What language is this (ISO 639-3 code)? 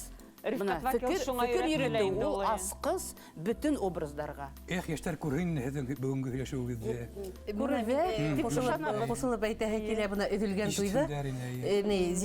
bak